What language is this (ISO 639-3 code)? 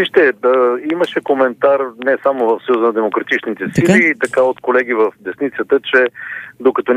bul